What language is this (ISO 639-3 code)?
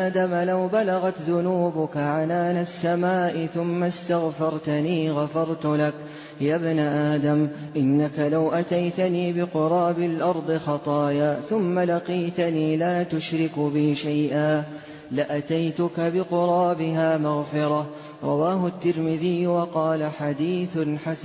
ara